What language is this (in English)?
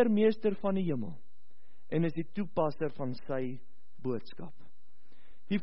Afrikaans